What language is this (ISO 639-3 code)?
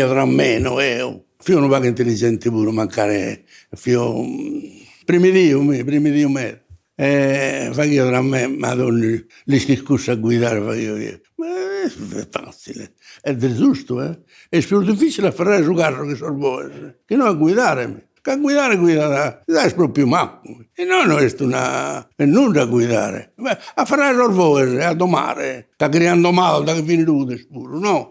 srd